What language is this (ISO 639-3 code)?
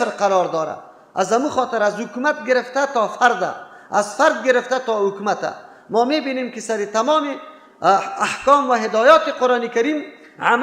fas